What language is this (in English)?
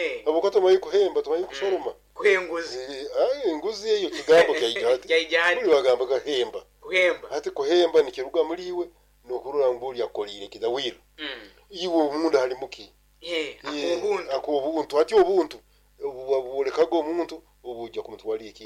Nyoro